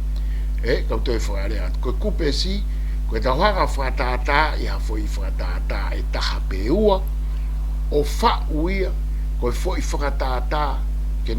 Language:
Tongan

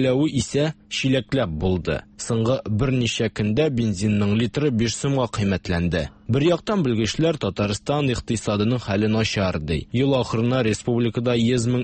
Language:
Tatar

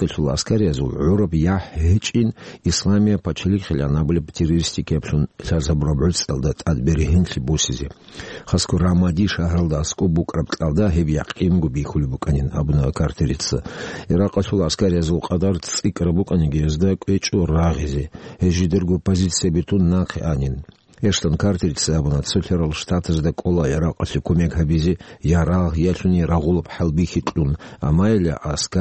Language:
Avaric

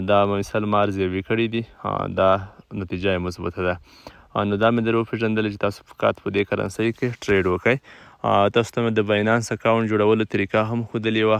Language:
Pashto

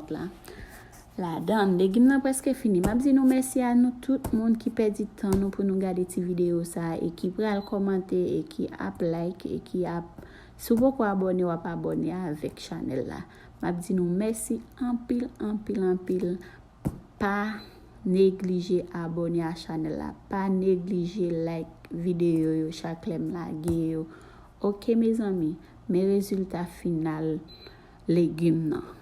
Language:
Haitian Creole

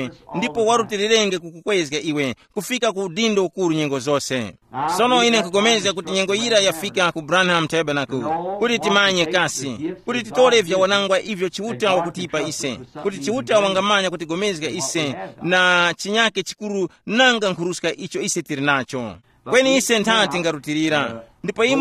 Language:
Tumbuka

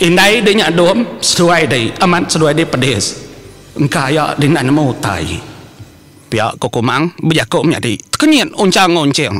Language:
Iban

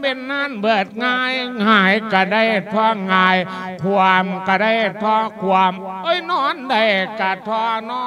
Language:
Lao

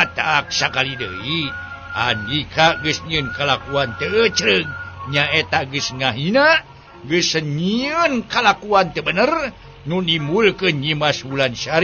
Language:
Sundanese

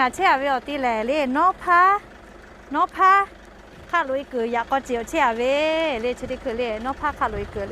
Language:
Lahu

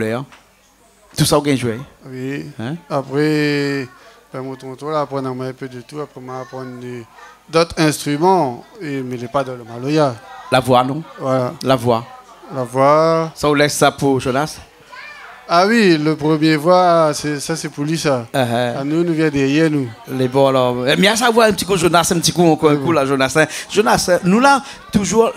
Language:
Réunion Creole French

